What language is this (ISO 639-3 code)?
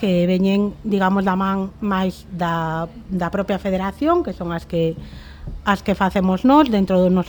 glg